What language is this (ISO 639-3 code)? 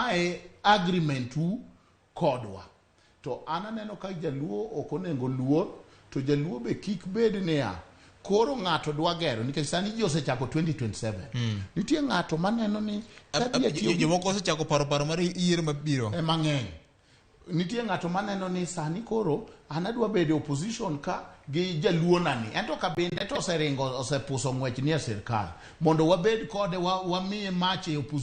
luo